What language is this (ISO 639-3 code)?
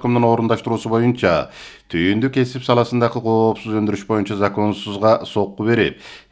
kir